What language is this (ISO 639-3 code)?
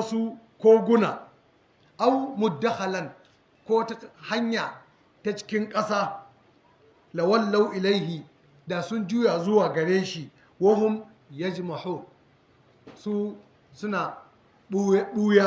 hau